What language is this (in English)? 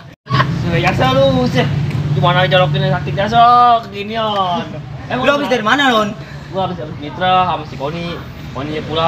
Betawi